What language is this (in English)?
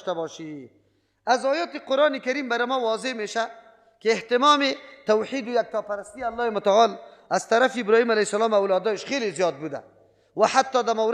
Persian